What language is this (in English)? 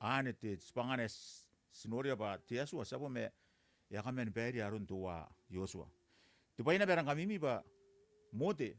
Gilbertese